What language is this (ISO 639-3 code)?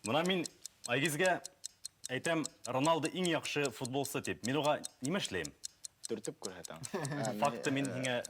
bak